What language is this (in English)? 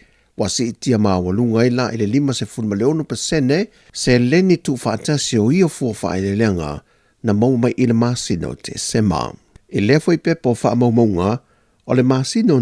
Samoan